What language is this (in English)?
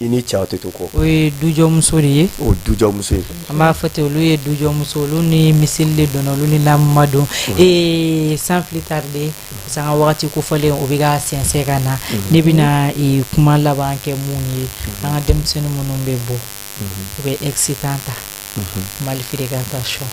Bambara